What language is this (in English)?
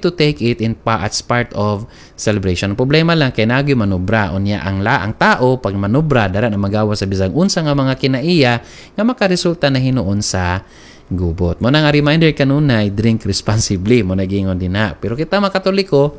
Cebuano